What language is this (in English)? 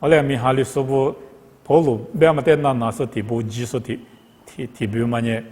Lisu